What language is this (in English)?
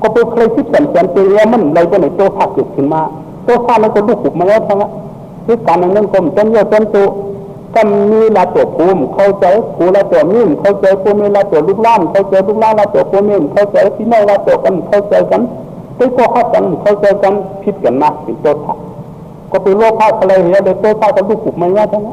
Shan